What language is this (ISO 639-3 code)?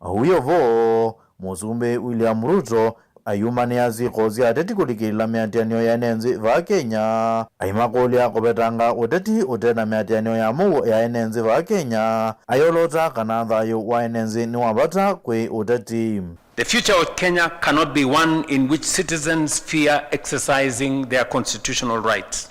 kam